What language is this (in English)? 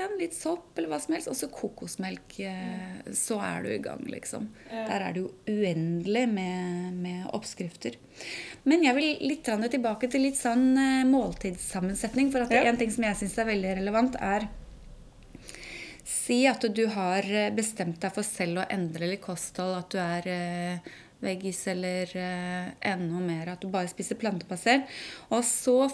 Norwegian